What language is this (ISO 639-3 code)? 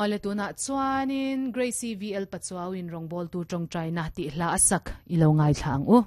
lus